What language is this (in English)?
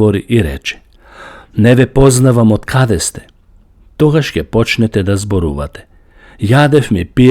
Macedonian